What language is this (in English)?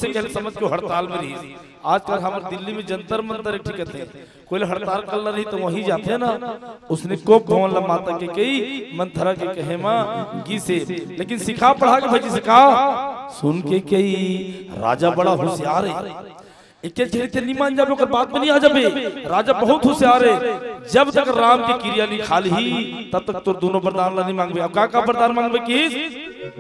Chhattisgarhi